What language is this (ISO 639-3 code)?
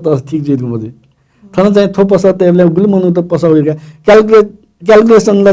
new